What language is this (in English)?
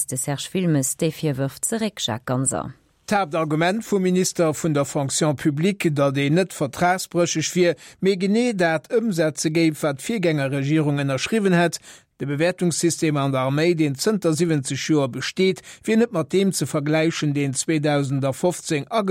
Luxembourgish